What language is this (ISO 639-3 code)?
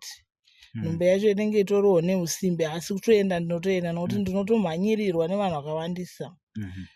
sna